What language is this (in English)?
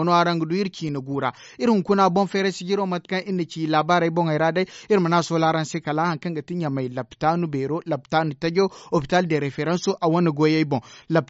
Zarma